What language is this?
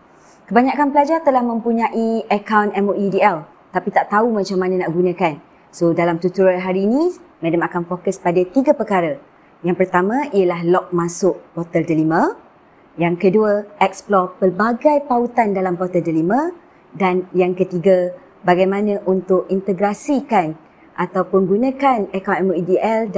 Malay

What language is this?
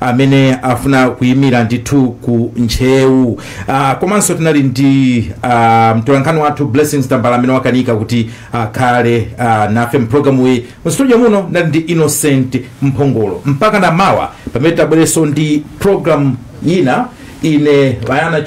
Nyanja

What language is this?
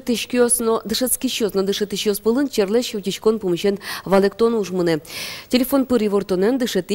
Udmurt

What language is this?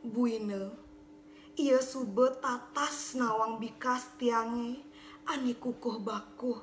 Balinese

